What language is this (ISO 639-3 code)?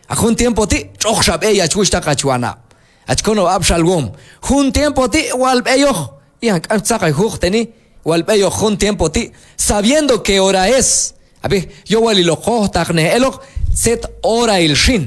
kjb